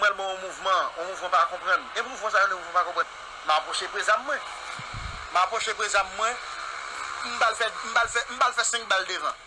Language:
Haitian Creole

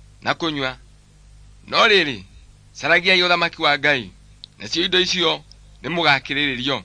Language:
Kikuyu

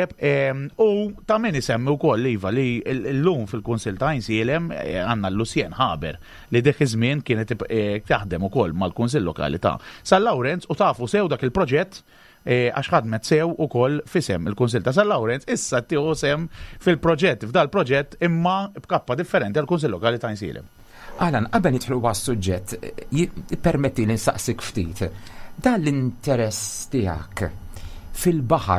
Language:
Maltese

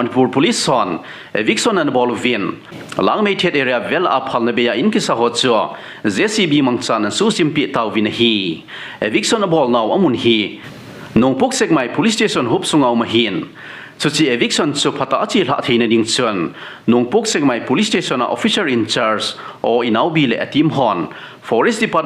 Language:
Thado Chin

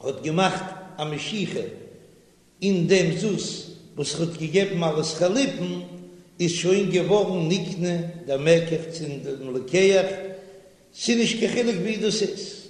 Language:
Yiddish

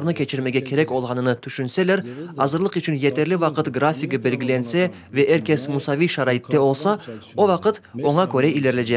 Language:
Crimean Tatar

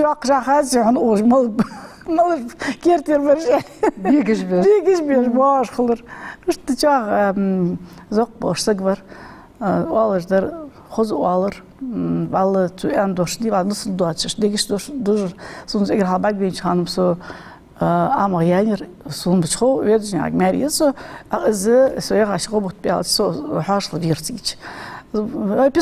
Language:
Ingush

